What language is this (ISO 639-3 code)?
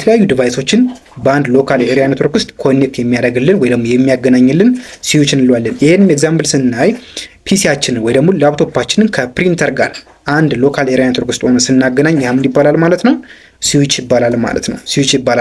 amh